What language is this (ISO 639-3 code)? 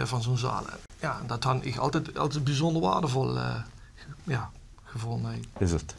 lim